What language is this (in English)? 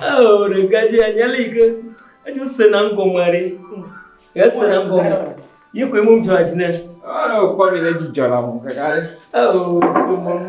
Ewe